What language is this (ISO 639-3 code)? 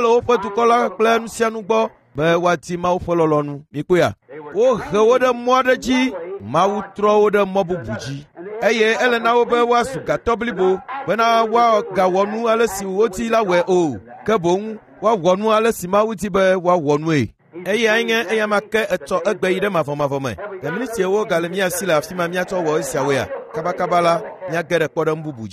ewe